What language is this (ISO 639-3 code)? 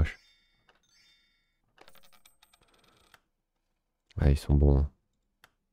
fra